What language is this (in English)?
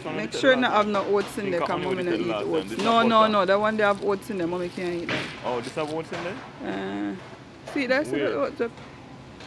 Jamaican Creole English